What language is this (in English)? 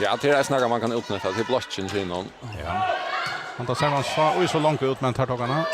Faroese